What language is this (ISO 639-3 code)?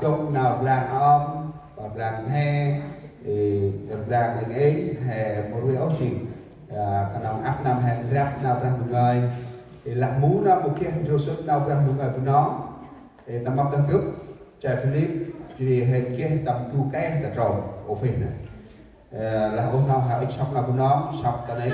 cmo